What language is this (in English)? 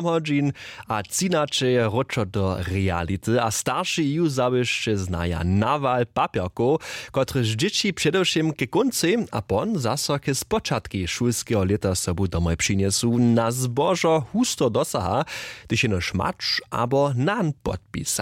Upper Sorbian